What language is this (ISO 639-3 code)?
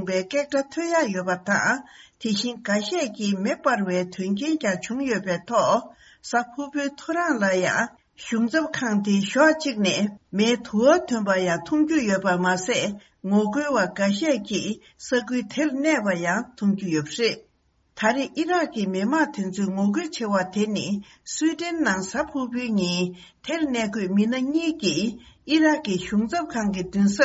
bod